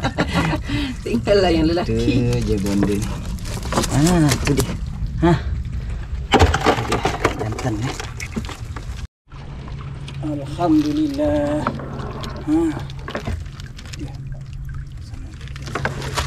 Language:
Malay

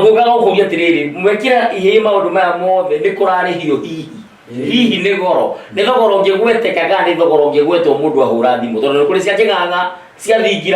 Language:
Kikuyu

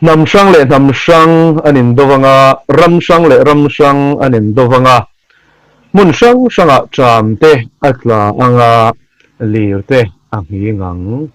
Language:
Mizo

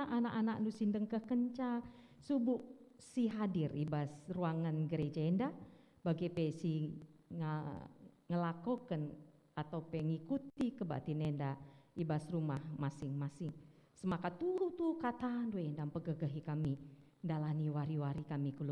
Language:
Batak Karo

